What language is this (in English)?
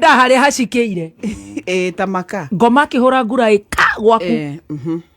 Kikuyu